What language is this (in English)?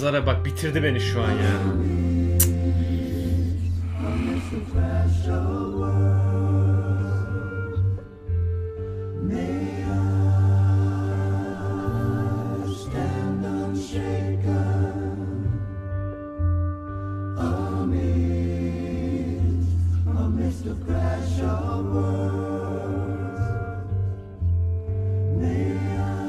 Turkish